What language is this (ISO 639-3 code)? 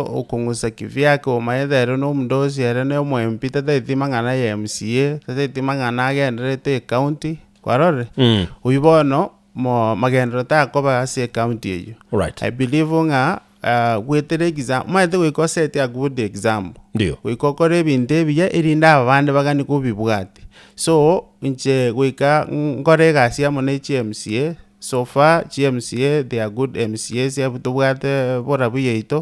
guz